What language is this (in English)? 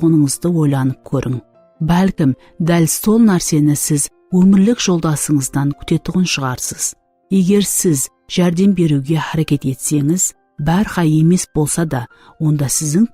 Kara-Kalpak